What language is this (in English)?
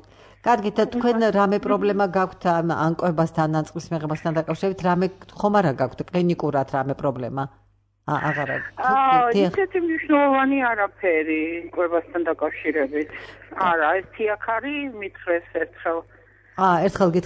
Georgian